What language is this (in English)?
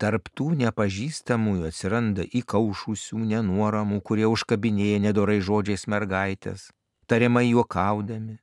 Lithuanian